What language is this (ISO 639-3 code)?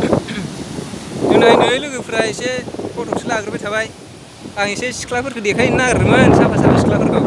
brx